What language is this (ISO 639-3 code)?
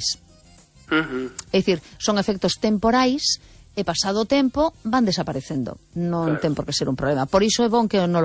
glg